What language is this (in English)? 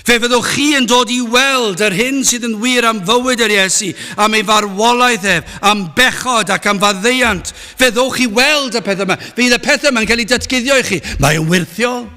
Welsh